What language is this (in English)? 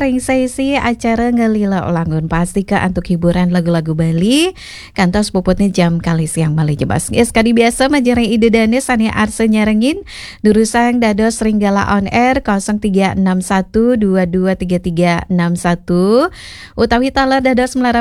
Balinese